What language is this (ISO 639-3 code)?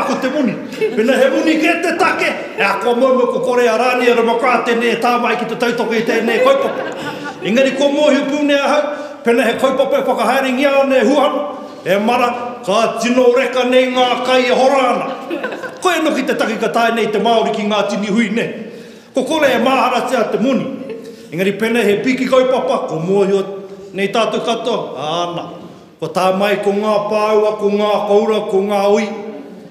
mri